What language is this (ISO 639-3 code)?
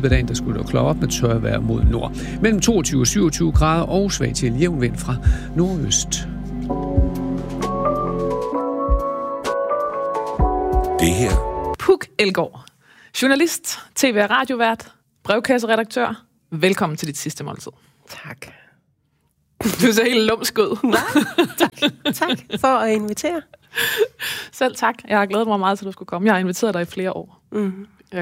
dan